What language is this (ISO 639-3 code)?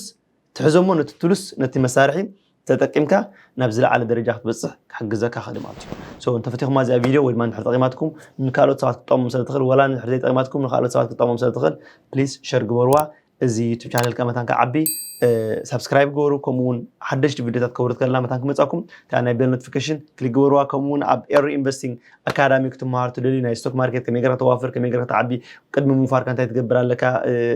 tir